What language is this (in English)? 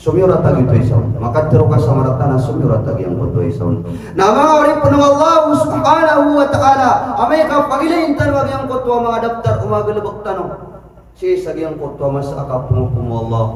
Maranao